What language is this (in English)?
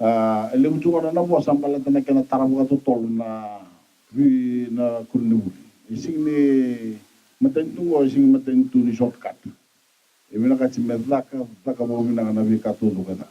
Fijian